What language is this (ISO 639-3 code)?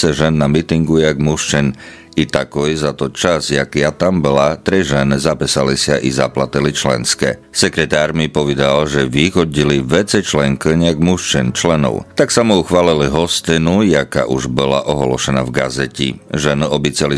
slk